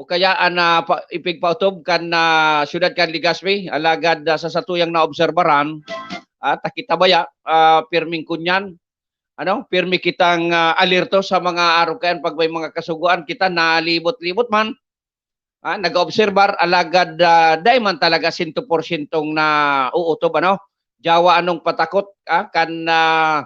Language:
Bikol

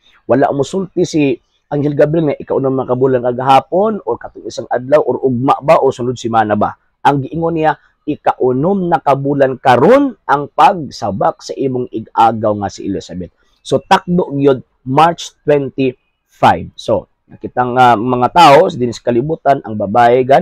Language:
Cebuano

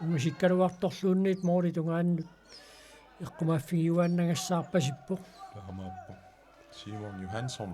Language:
Kalaallisut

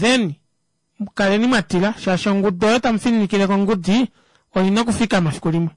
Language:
Kuanyama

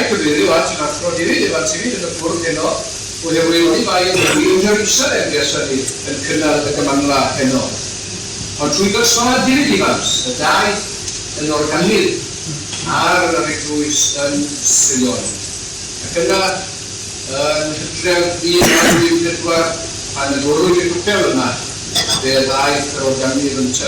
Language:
Welsh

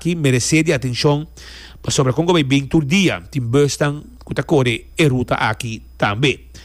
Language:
Papiamento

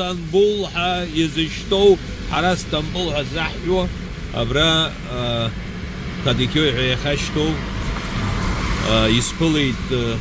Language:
Abkhazian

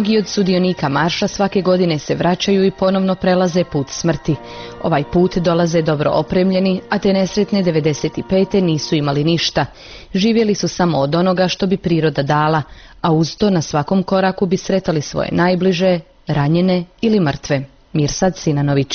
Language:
Bosnian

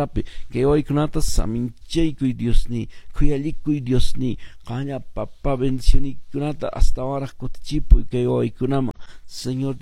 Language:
Quechua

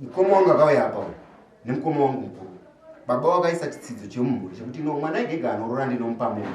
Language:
Shona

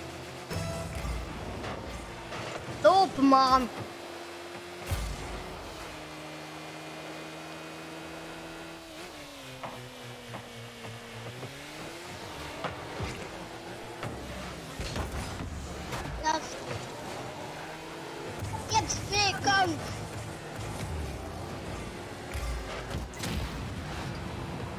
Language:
Dutch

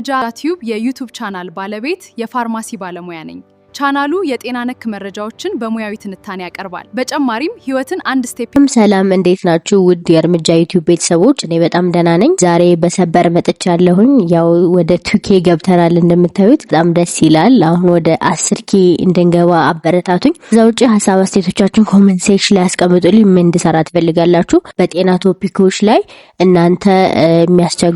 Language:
Amharic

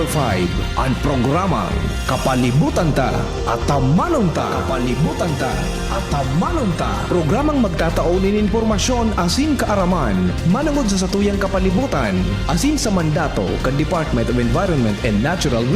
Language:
Bikol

